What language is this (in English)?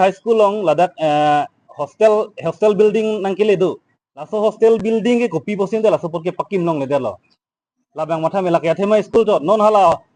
Karbi